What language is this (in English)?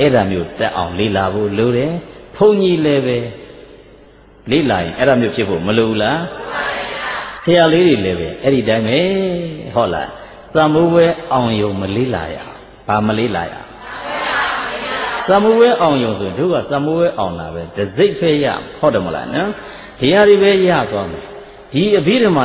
Burmese